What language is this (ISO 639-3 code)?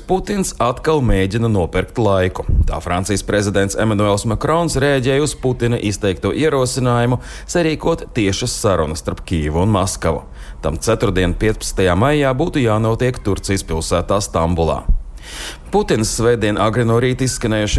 lav